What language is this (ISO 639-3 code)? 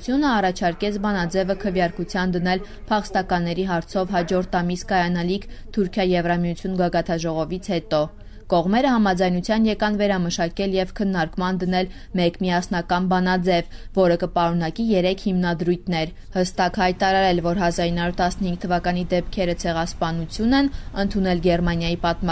hye